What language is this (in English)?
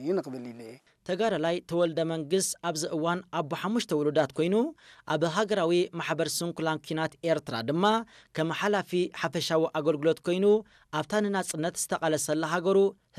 Tigrinya